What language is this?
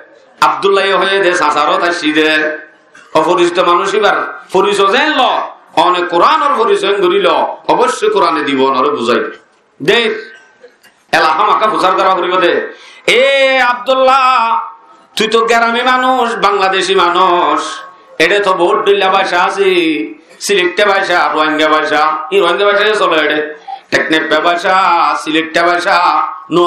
Rohingya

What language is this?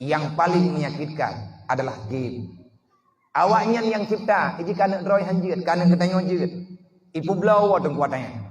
Achinese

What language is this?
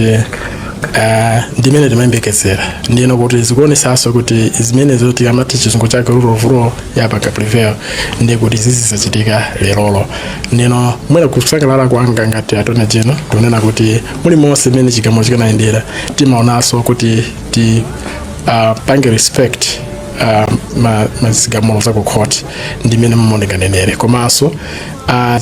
Nyanja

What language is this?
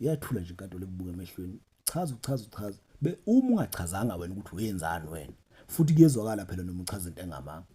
Zulu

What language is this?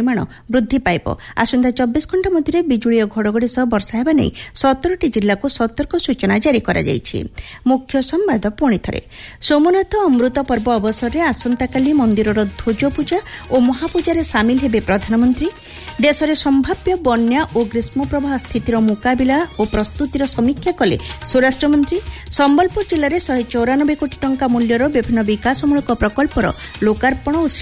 Odia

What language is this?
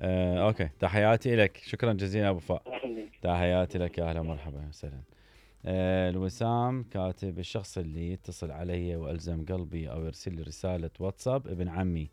Mesopotamian Arabic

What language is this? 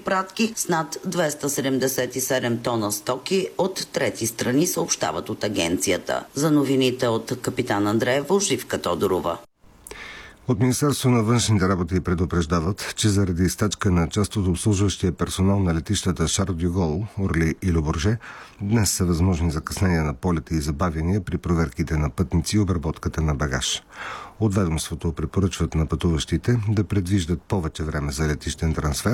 Bulgarian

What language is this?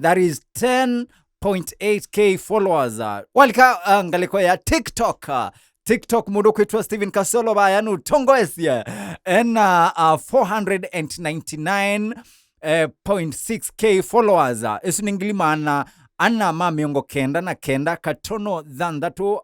Kamba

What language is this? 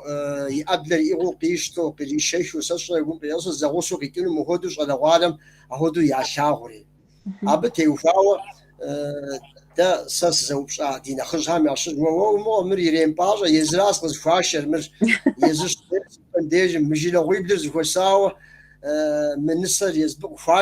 Kabardian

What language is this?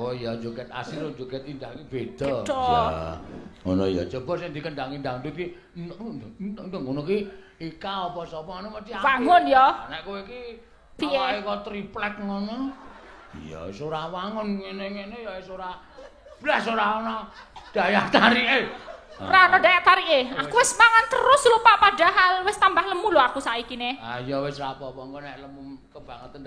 Javanese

